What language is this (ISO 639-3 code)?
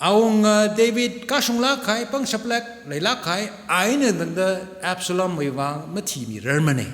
nmf